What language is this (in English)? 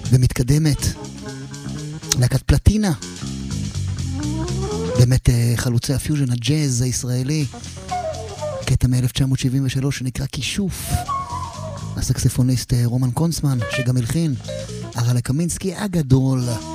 Hebrew